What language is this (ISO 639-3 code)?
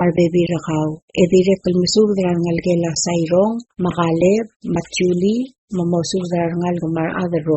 pau